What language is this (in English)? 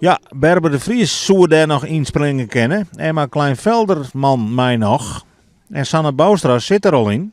Western Frisian